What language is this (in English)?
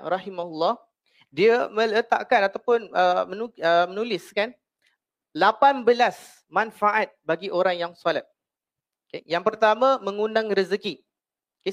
Malay